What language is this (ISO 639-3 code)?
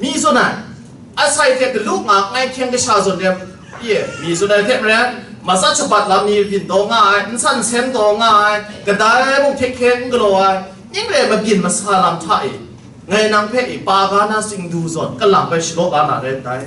kac